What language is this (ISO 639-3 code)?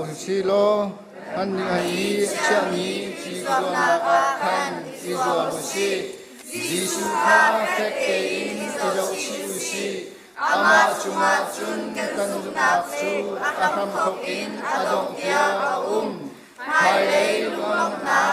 cnh